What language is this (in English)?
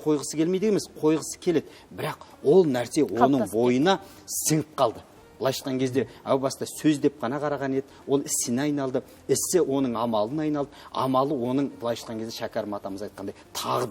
Kazakh